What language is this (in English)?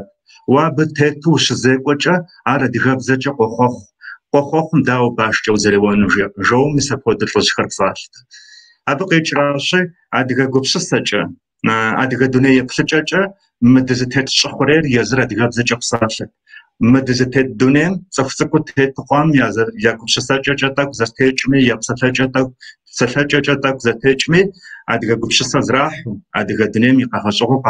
Kabardian